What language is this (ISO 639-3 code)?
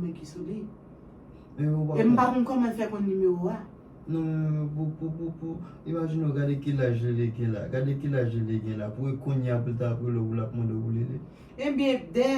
hat